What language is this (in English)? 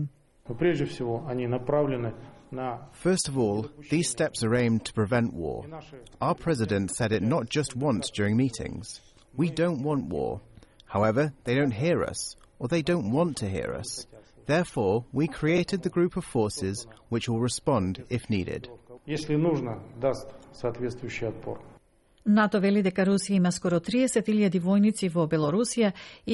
Macedonian